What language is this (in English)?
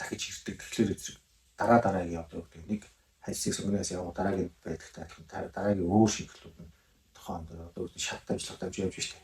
Mongolian